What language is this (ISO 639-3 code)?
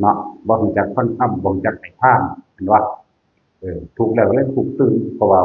tts